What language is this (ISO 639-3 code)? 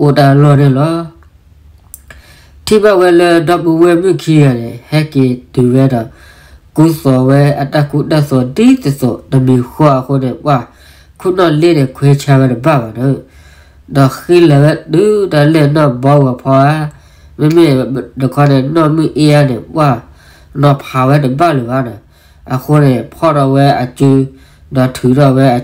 ksw